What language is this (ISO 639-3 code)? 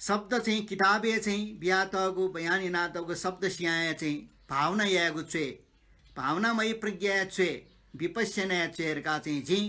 new